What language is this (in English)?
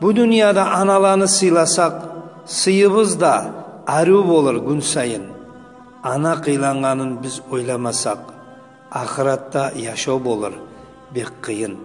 Kumyk